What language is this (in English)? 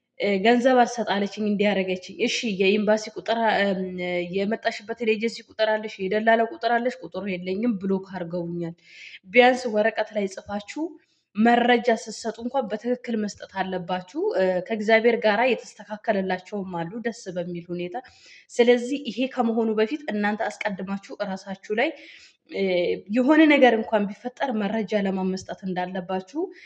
Amharic